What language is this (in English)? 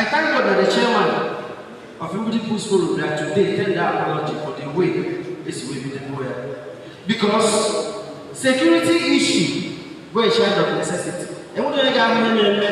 Igbo